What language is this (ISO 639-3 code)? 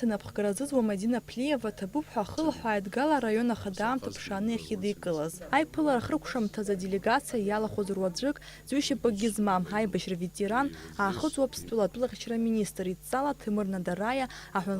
abk